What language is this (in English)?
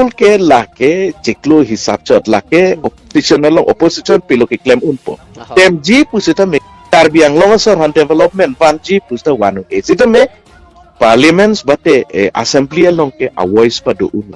Karbi